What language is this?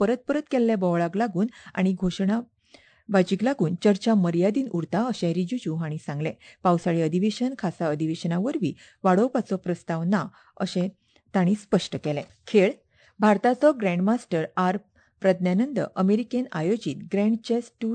Konkani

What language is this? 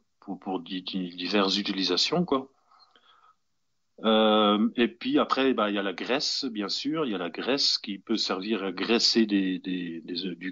French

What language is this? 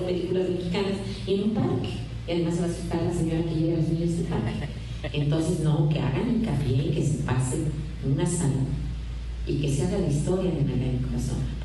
Spanish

